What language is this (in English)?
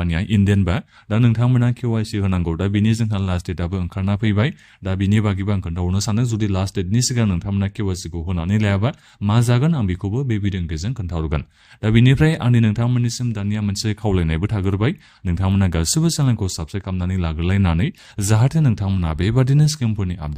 Bodo